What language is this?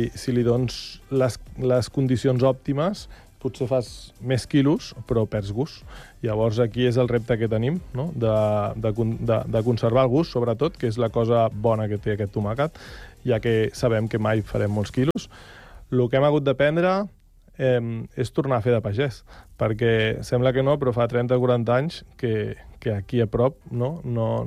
Catalan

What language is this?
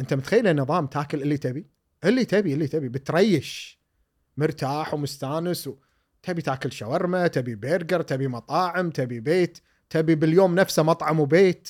Gulf Arabic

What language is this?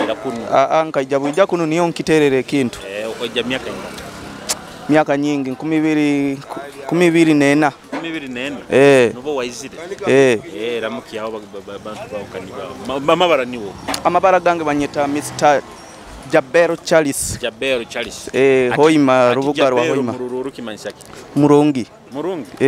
Nyoro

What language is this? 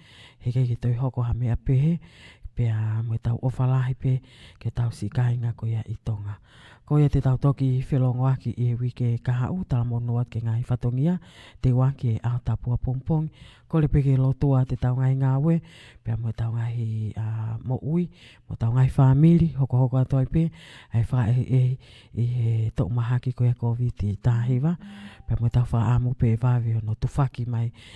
Tongan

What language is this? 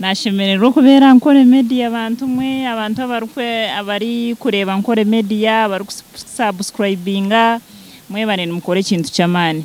Nyankole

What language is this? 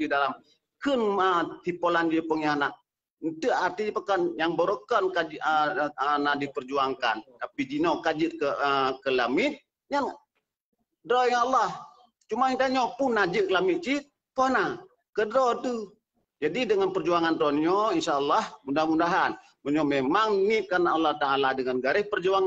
Achinese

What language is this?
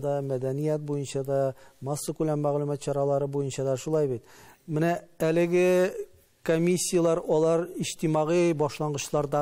Tatar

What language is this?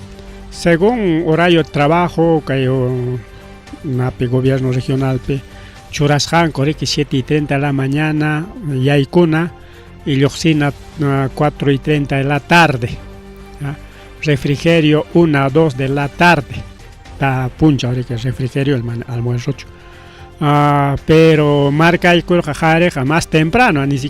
Ayacucho Quechua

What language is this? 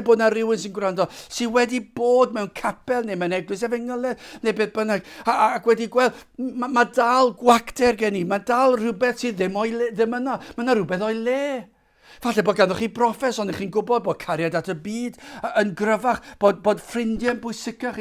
Welsh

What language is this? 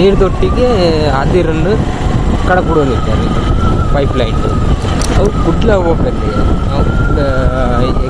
Tulu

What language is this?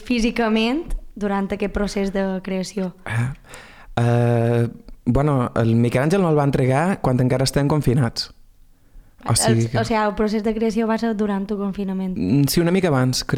Catalan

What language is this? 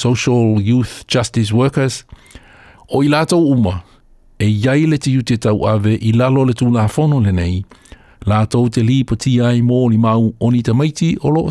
Samoan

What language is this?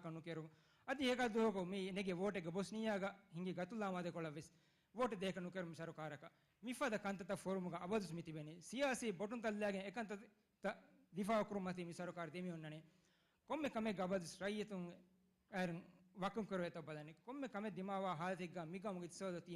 Divehi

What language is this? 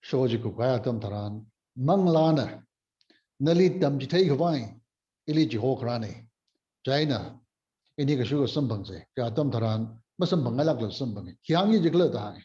Tangkhul Naga (India)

